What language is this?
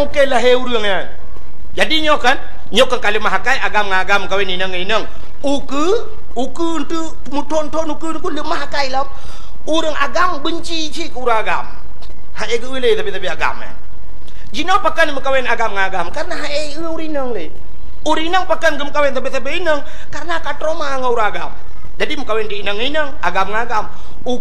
Achinese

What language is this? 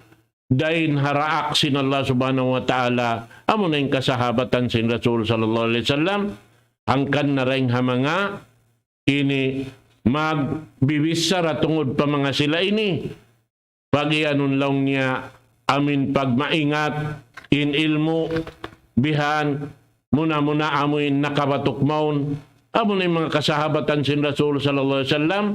Tausug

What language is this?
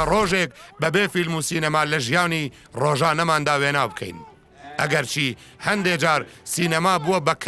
Central Kurdish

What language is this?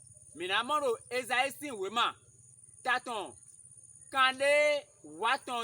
Fon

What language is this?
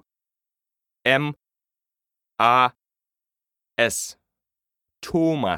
Lithuanian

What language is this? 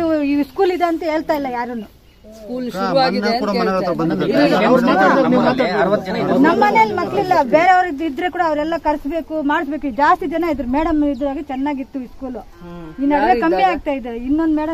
Kannada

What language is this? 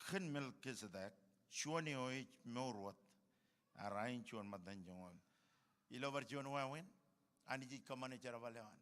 Marshallese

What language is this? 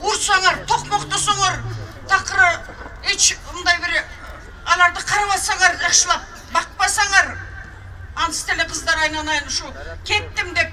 Kyrgyz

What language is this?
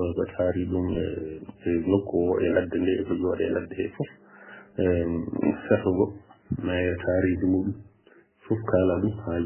Fula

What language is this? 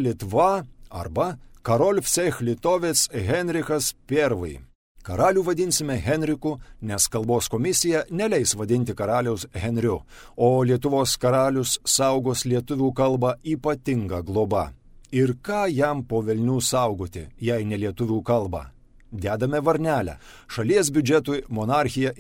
Lithuanian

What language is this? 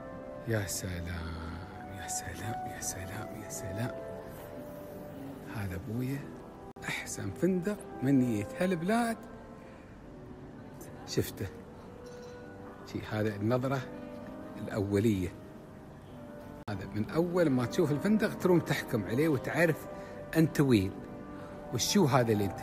Gulf Arabic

